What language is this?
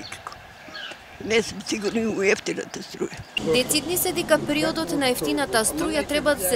Macedonian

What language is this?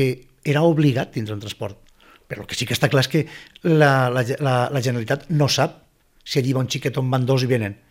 Catalan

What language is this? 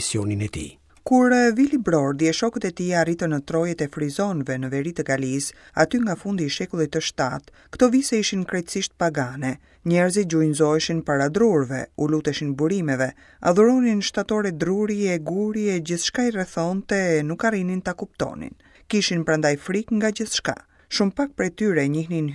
Albanian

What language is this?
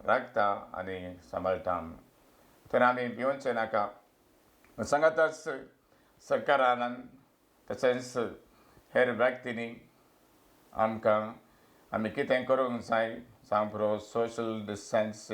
Konkani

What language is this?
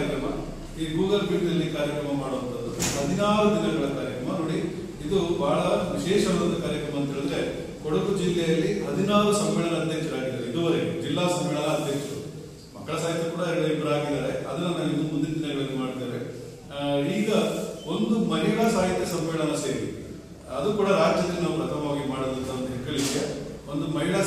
Kannada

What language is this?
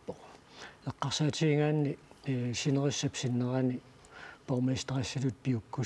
Kalaallisut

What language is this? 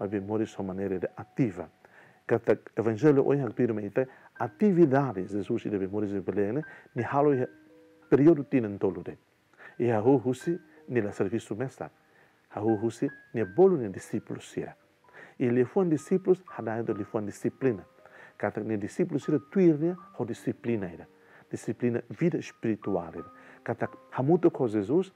Tetum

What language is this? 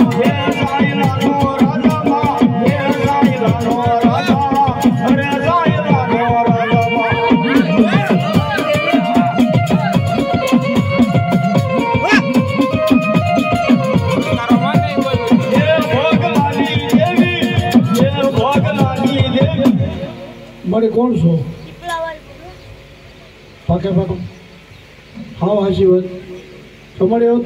Gujarati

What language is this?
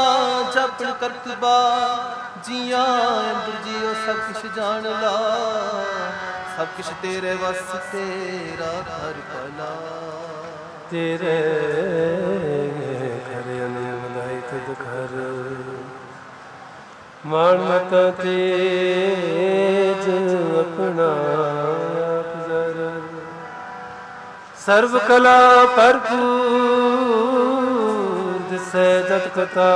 Punjabi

